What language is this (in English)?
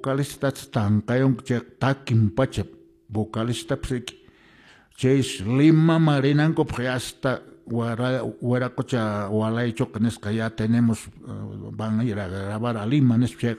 Quechua